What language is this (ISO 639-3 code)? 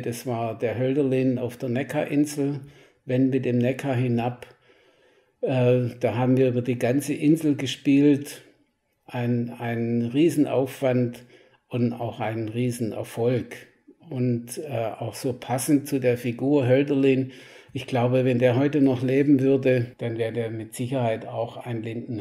deu